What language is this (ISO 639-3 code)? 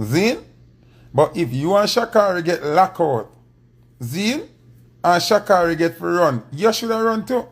jam